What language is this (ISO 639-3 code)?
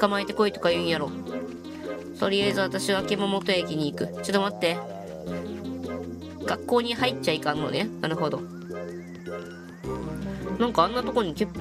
jpn